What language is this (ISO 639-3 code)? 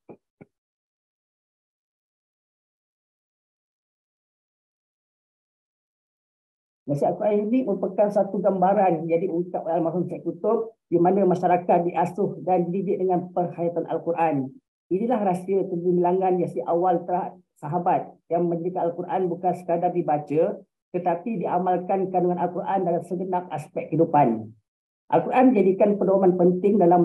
msa